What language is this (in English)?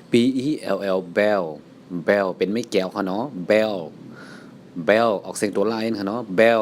Shan